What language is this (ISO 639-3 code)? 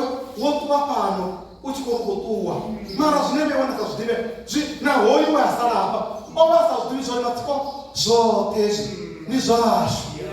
ven